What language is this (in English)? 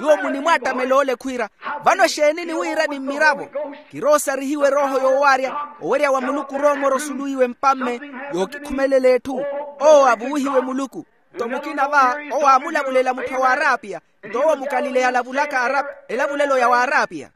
Makhuwa